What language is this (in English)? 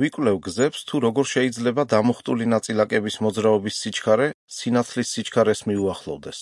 Georgian